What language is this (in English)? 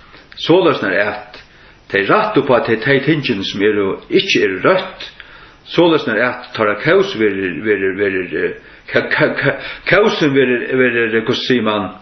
Faroese